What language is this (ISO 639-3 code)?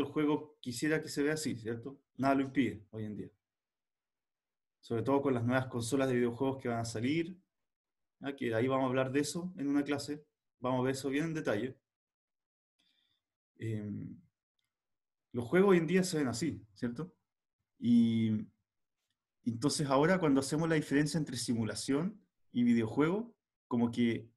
spa